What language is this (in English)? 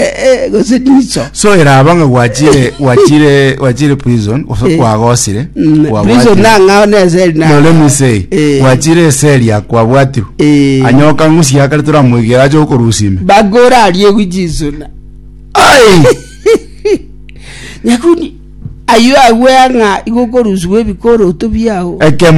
Gusii